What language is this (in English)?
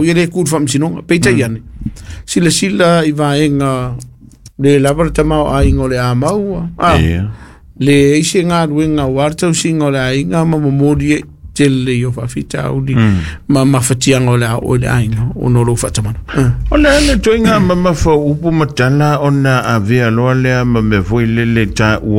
Samoan